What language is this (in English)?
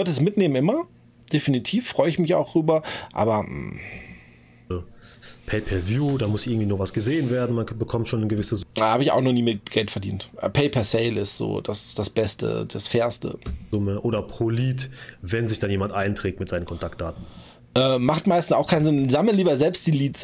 German